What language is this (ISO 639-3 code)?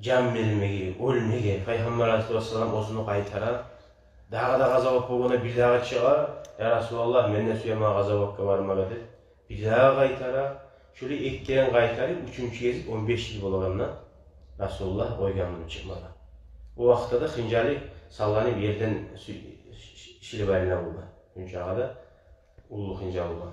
kum